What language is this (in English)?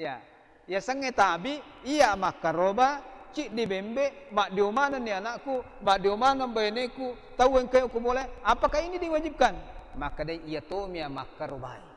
Buginese